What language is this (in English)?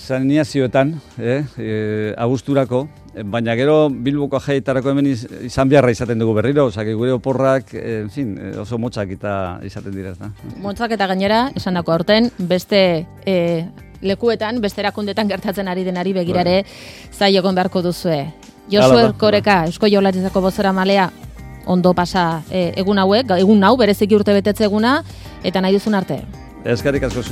Basque